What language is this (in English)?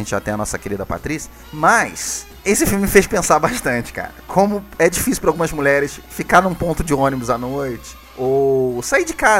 Portuguese